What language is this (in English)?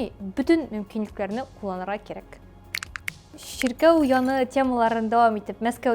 Tatar